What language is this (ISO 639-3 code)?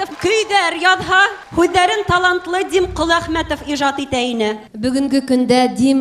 bak